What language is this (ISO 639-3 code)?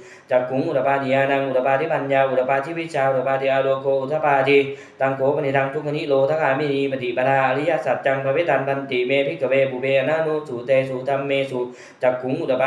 pli